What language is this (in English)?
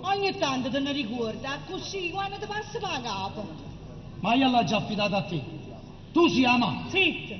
Neapolitan